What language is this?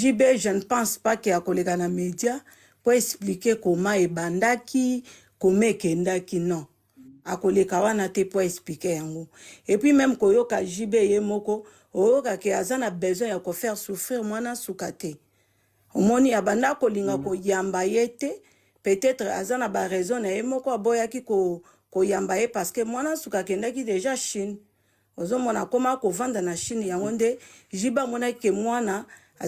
Lingala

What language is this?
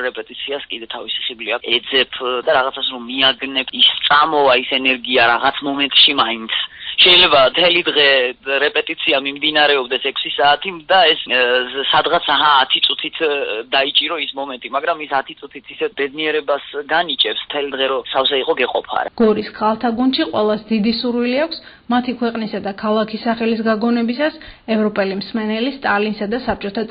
Georgian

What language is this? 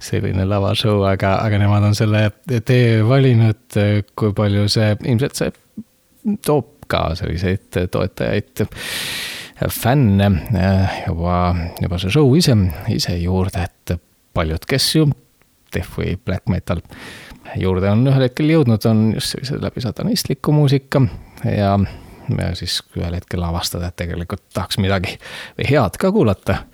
Estonian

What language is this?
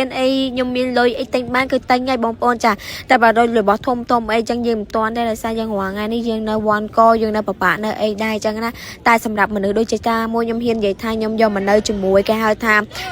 Khmer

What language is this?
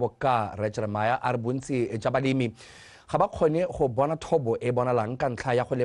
Tswana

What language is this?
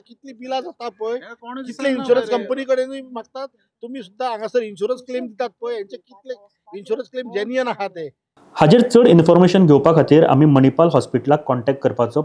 Konkani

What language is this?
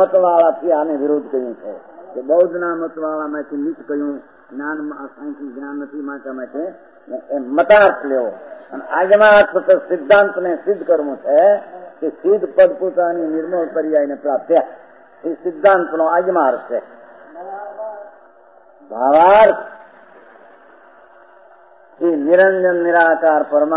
Gujarati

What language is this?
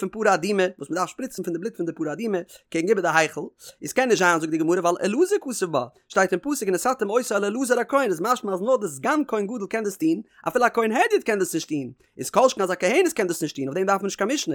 Yiddish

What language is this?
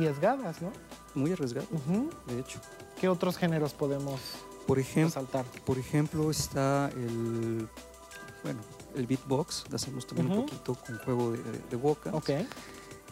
Spanish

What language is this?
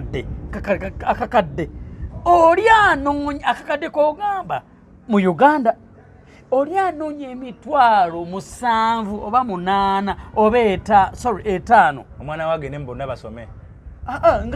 Ganda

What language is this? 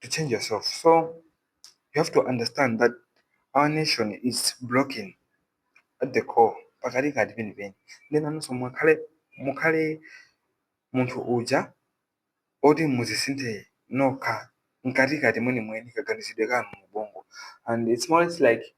Nyanja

